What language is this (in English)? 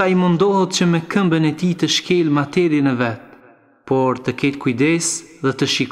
Albanian